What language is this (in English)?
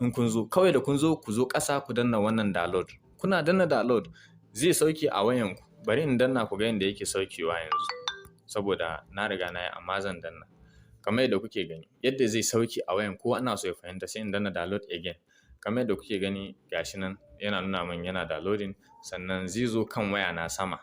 Hausa